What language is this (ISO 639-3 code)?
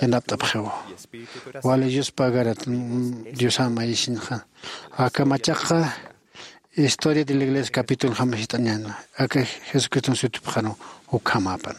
aym